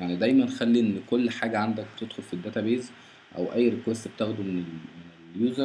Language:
Egyptian Arabic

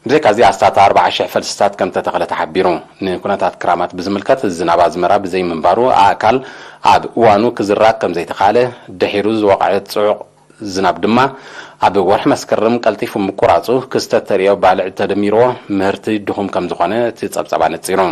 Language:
Tigrinya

